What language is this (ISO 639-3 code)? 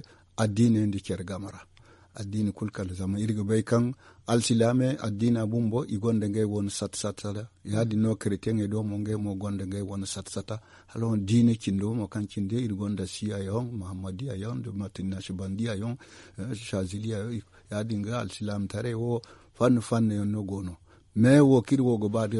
dje